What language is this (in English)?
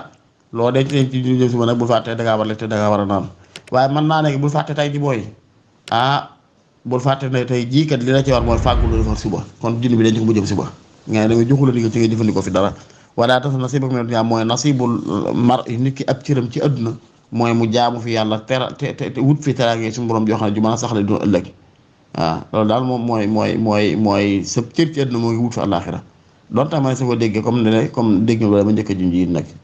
Wolof